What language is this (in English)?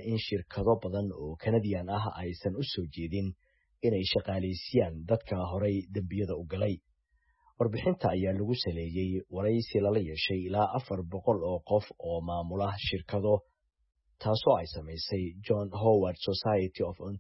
Somali